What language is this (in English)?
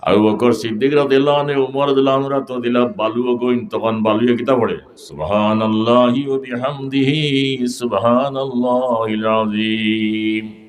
Sylheti